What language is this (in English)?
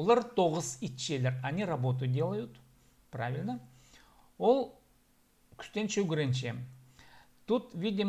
Khakas